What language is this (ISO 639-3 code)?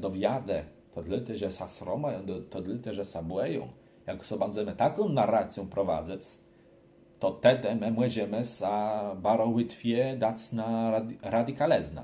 csb